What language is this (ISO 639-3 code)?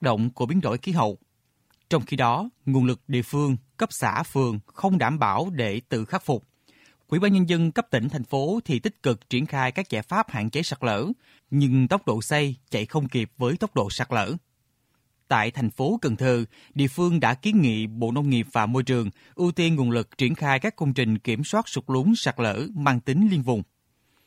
vie